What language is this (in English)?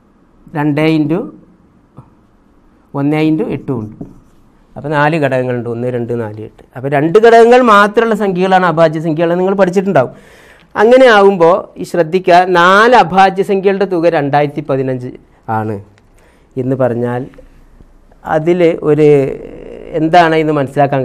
Malayalam